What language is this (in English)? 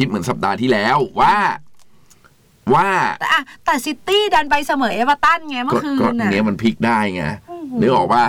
Thai